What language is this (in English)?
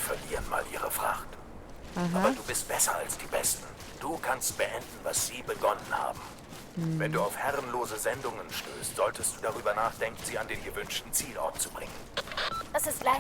Swiss German